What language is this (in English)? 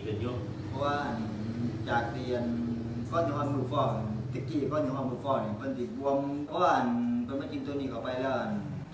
Northeastern Thai